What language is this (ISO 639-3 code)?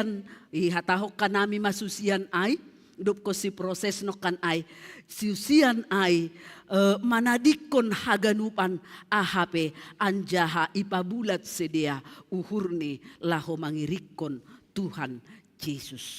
bts